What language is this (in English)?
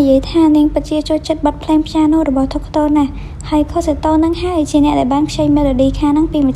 Khmer